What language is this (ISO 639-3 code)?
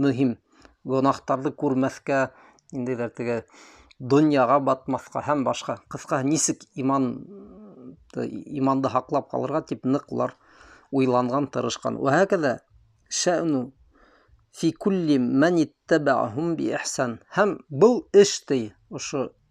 bak